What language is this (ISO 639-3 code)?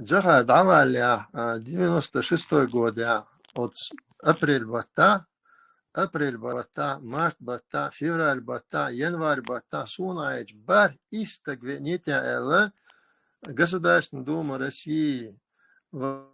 che